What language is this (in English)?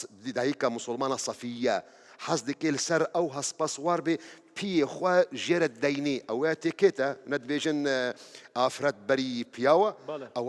Kurdish